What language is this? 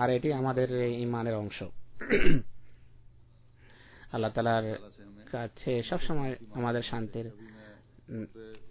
Bangla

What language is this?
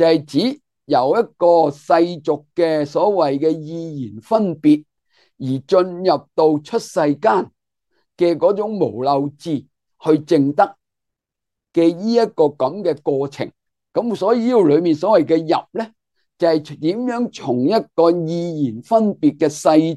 Cantonese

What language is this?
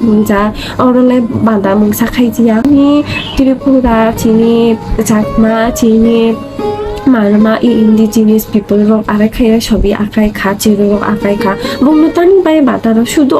Kok Borok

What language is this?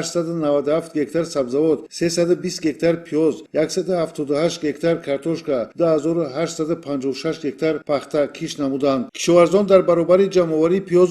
Tajik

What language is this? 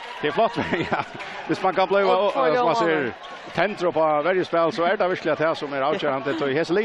Faroese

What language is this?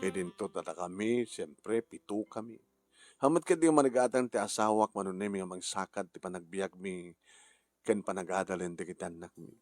Iloko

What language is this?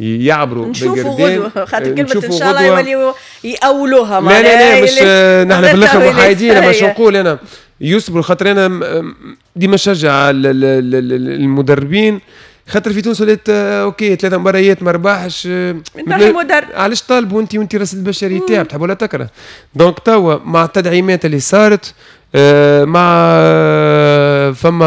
Tunisian Arabic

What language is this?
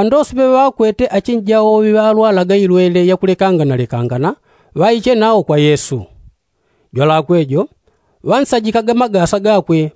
Yao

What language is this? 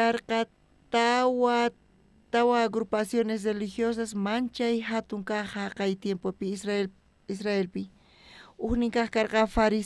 South Bolivian Quechua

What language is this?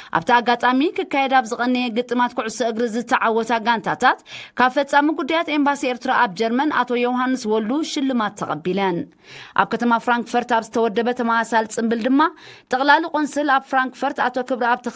Tigrinya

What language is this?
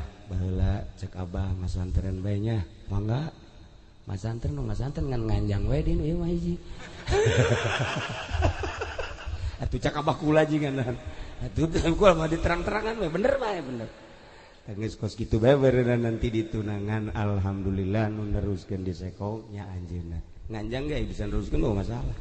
Sundanese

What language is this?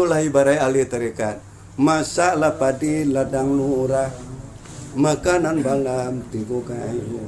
Minangkabau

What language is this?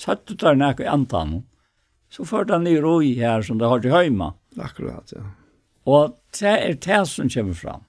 Faroese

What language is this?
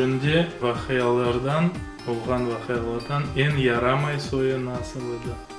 Crimean Tatar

